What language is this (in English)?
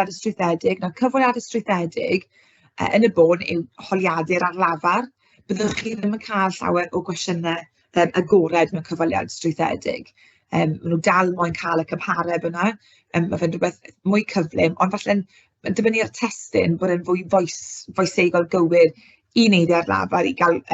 Welsh